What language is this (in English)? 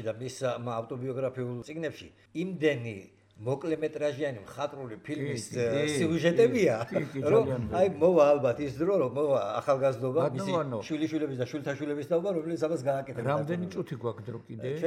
Georgian